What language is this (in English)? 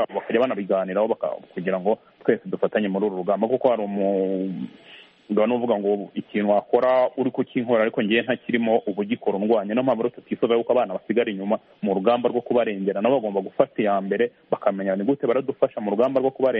Kinyarwanda